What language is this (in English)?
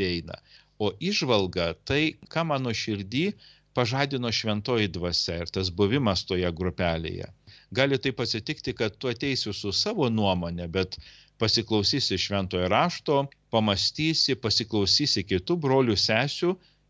Lithuanian